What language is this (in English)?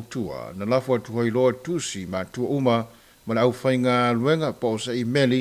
Samoan